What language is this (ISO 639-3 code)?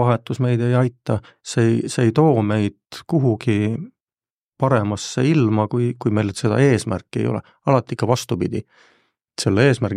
est